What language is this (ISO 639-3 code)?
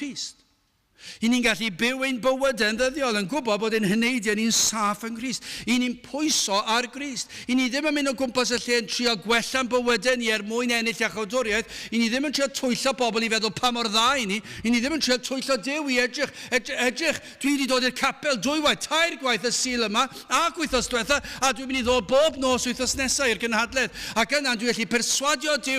cym